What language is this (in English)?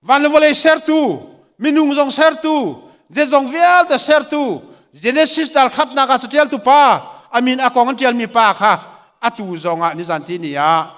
Hakha Chin